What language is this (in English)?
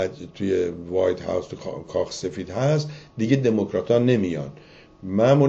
Persian